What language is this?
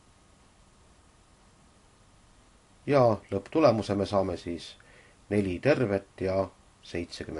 Estonian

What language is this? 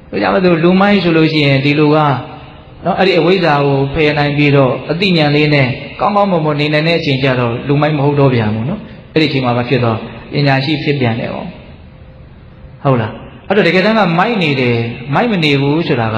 Burmese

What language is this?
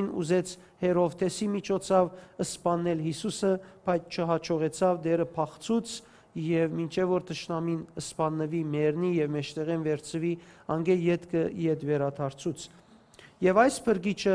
Western Armenian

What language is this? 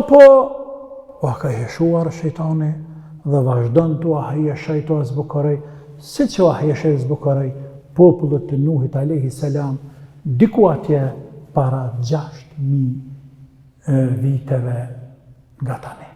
Albanian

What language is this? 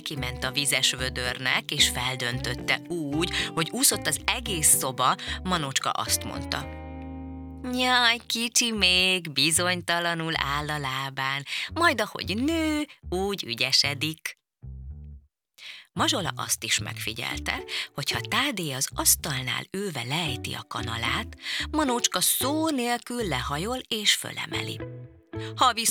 Hungarian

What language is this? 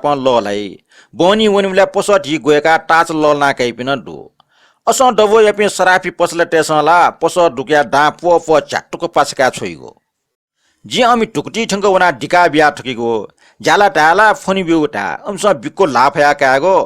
Newari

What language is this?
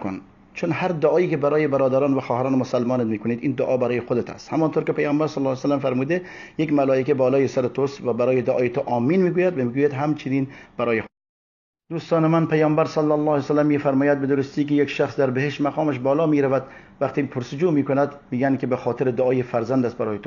Persian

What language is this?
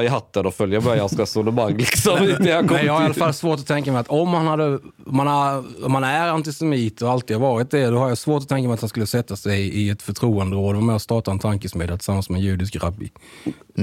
Swedish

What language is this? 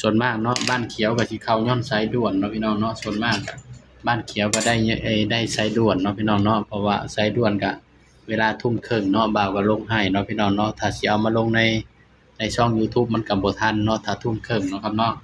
Northeastern Thai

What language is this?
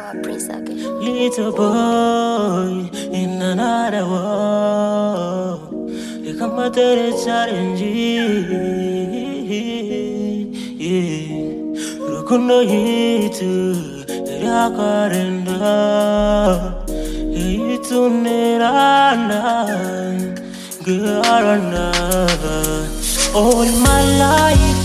Kinyarwanda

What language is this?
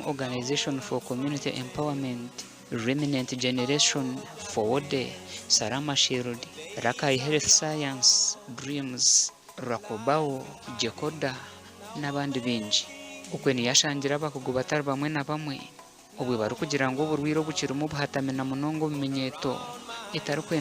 Nyankole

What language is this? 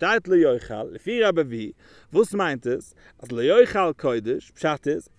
Yiddish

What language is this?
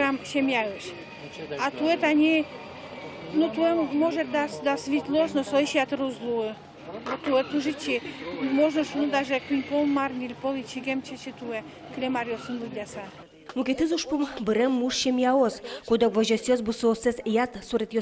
Udmurt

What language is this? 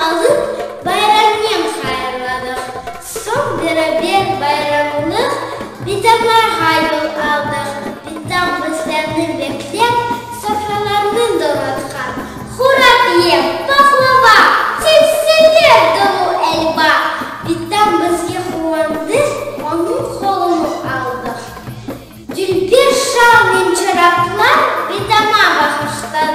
Crimean Tatar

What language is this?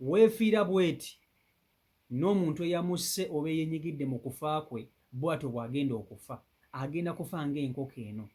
Ganda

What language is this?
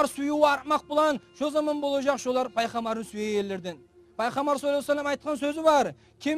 Kumyk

